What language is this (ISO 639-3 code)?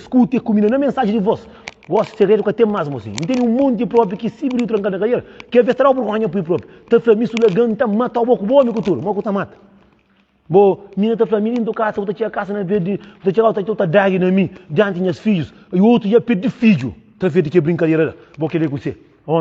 kea